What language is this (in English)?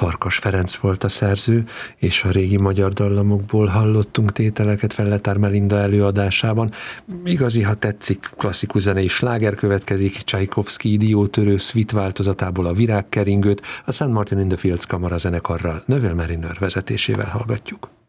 Hungarian